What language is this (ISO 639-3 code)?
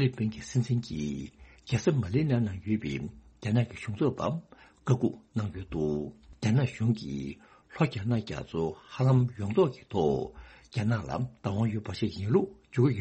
bod